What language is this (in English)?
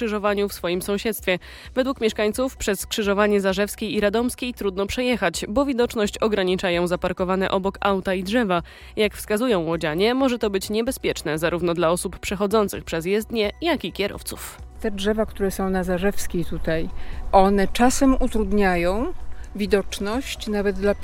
Polish